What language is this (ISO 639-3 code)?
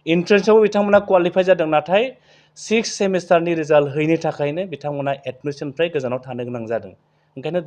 brx